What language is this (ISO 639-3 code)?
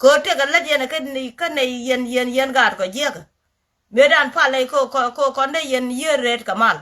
nus